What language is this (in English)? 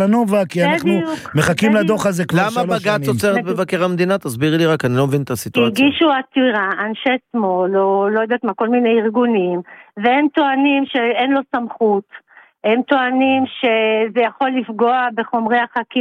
Hebrew